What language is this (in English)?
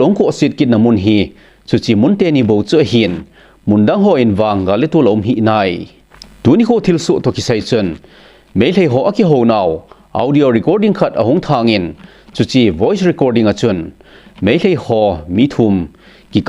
Thado Chin